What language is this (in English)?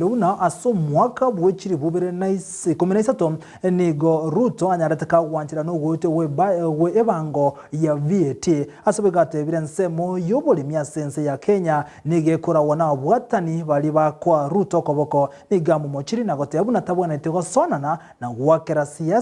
Gusii